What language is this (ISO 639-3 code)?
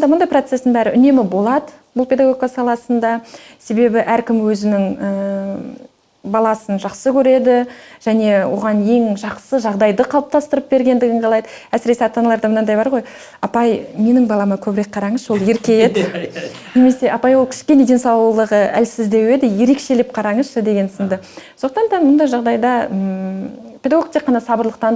kaz